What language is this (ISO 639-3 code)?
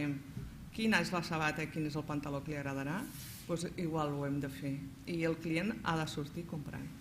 cat